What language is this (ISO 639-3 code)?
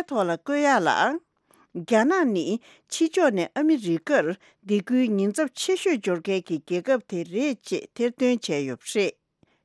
bod